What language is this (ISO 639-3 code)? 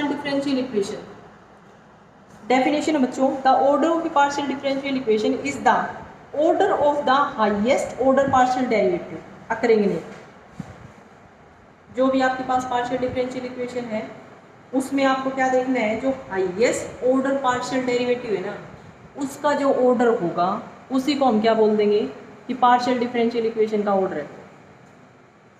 hin